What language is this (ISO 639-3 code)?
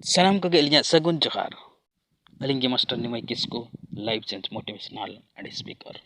sat